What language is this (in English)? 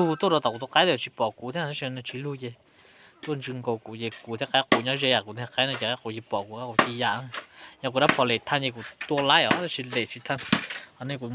Hmong